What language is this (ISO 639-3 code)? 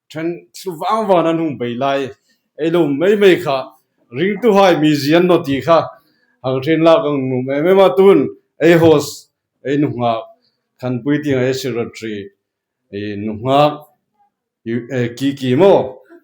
hmr